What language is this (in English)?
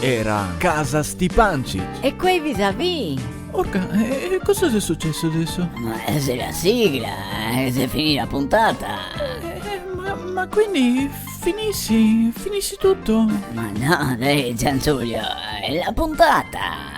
Venetian